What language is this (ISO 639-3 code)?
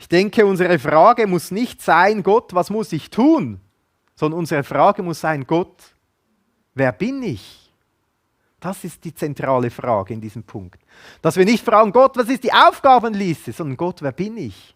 gsw